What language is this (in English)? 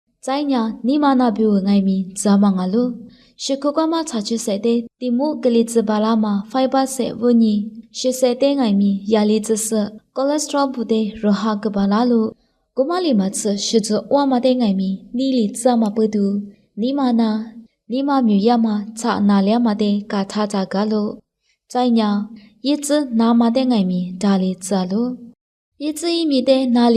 Lisu